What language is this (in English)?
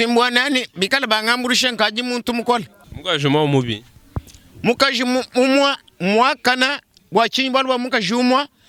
Luba-Lulua